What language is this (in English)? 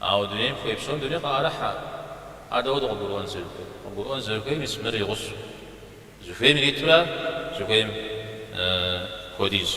Kabardian